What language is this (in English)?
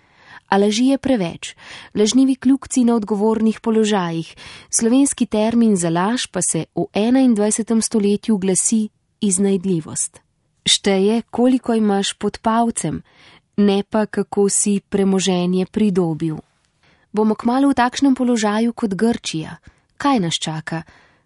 Slovenian